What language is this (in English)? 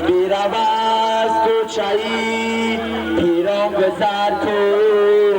Tajik